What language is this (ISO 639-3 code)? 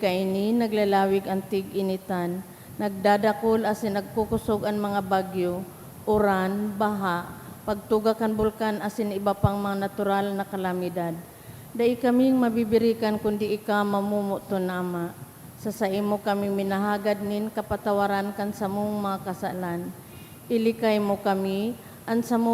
bik